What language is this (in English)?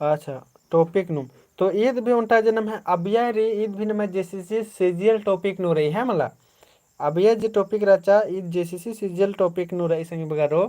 Kurukh